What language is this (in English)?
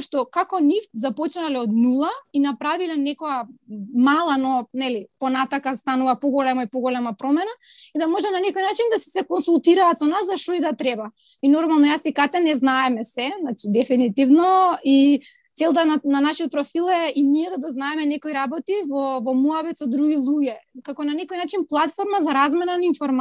Macedonian